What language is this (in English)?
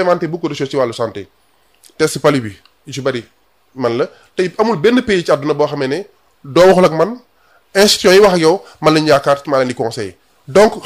Wolof